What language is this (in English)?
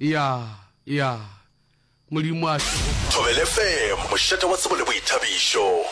Northern Sotho